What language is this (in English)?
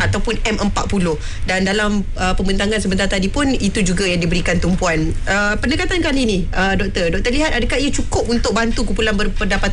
Malay